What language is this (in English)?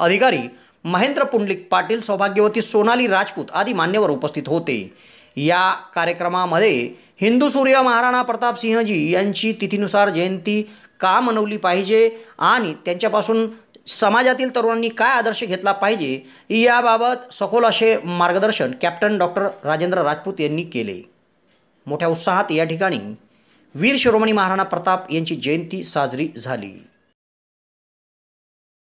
Marathi